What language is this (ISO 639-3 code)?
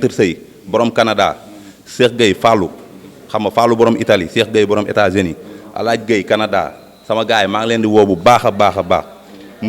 wol